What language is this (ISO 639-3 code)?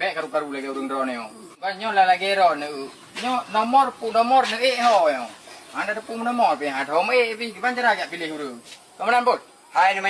ace